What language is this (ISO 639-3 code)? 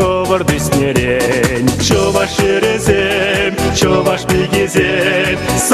chv